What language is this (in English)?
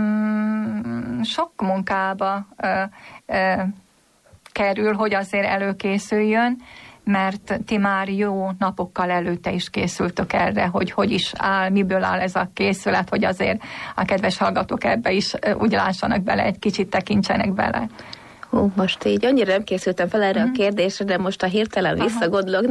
Hungarian